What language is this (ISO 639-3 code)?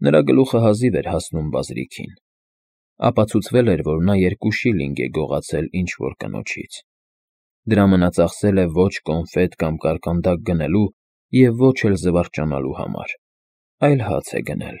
hye